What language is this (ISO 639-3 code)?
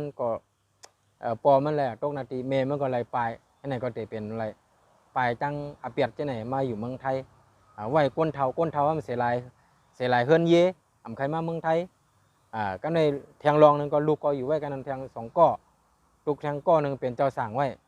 shn